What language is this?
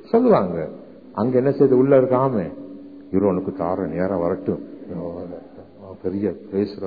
Tamil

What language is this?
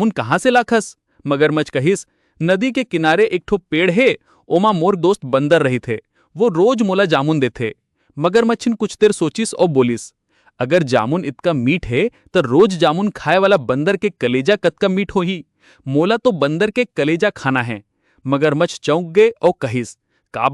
Chhattisgarhi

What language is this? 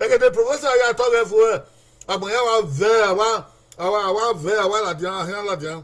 Bini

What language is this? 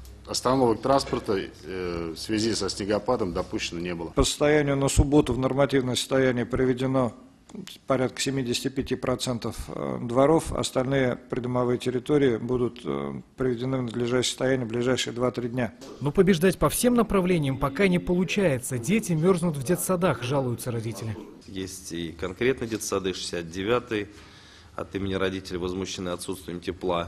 Russian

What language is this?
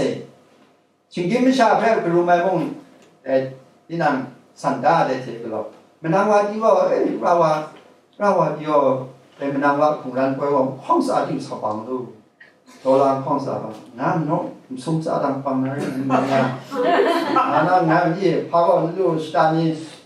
Kachin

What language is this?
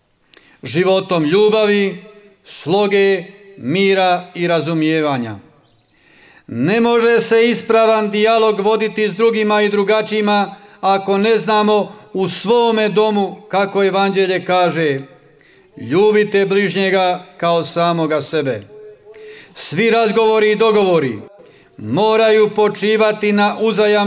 Croatian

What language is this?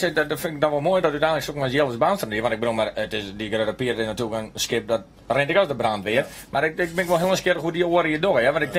Western Frisian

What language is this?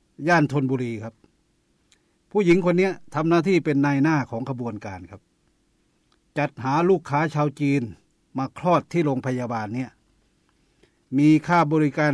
Thai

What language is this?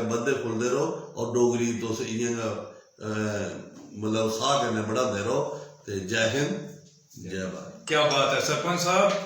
Dogri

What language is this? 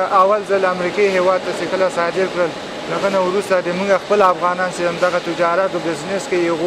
Pashto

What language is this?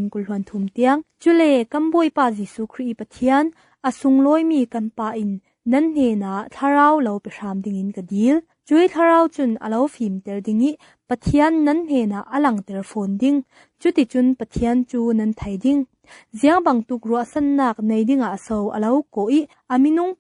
Falam Chin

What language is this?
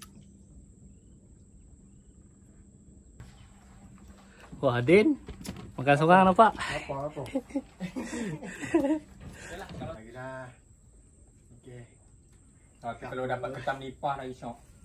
Malay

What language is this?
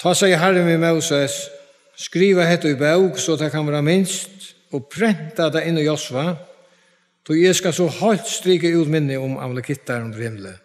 Faroese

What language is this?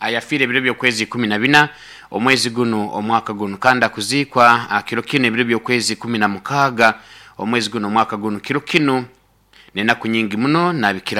Nyoro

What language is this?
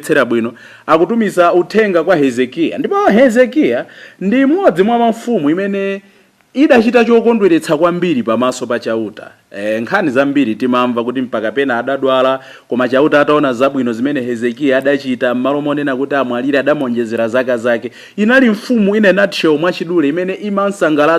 Nyanja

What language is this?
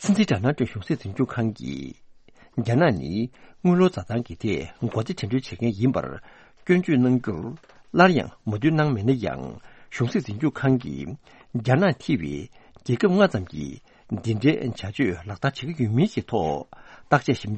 Tibetan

